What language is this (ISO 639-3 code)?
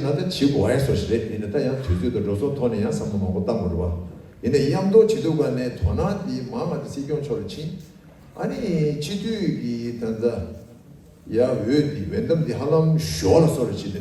bod